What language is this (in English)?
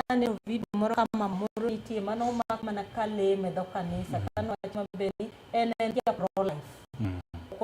Luo (Kenya and Tanzania)